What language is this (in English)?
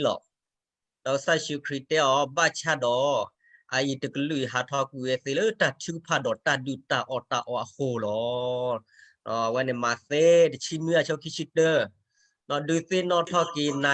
S'gaw Karen